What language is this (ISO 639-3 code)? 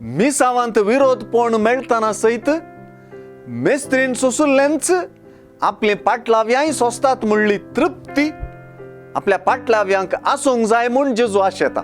kok